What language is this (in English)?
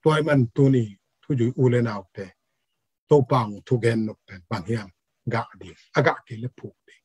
Tedim Chin